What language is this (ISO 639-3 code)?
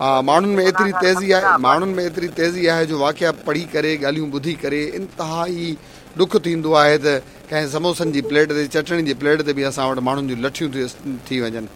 snd